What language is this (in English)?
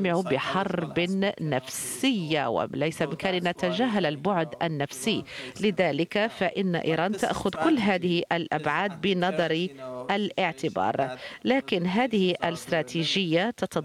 Arabic